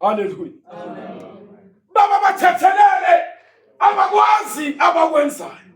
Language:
Zulu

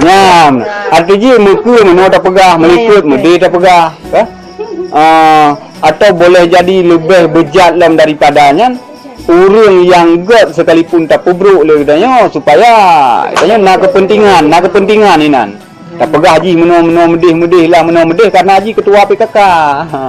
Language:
Achinese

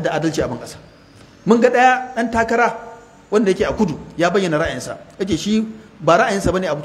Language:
Hausa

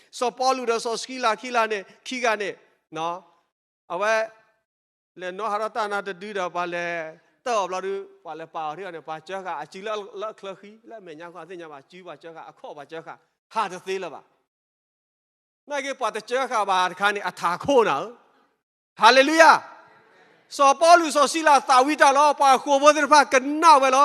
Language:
S'gaw Karen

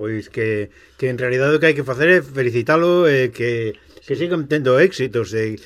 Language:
Galician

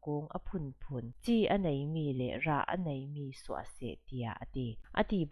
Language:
Falam Chin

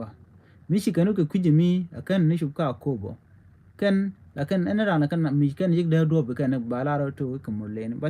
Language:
Nuer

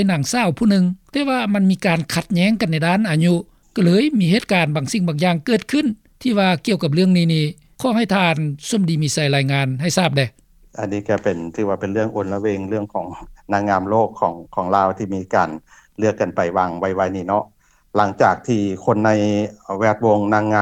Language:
Lao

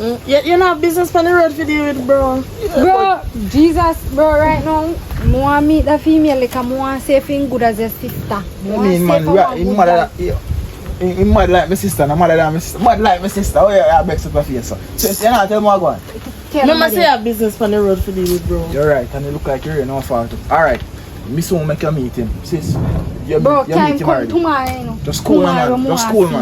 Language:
Jamaican Creole English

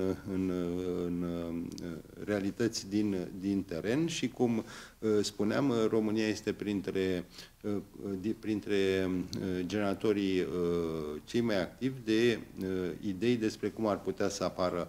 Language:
Romanian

